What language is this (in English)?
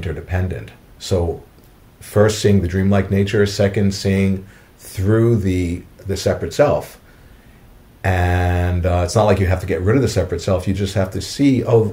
English